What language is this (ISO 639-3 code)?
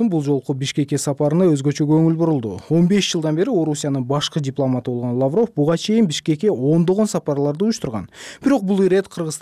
kir